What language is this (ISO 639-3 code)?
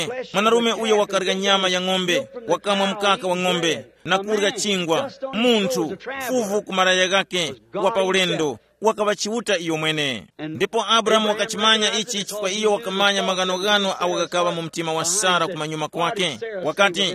tum